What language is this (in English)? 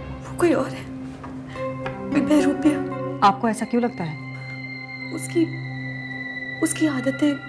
Hindi